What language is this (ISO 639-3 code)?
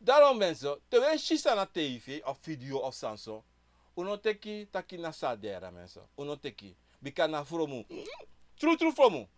srn